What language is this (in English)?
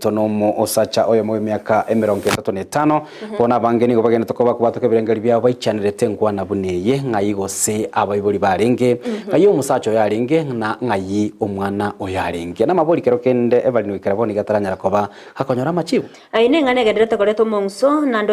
Gusii